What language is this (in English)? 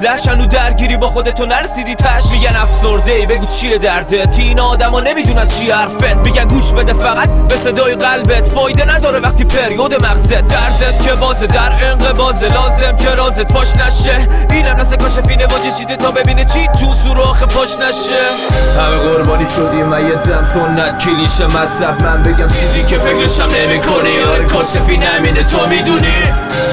Persian